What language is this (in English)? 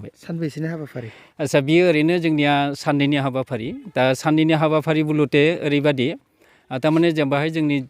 Bodo